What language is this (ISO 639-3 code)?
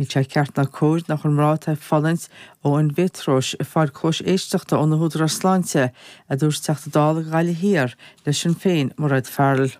gle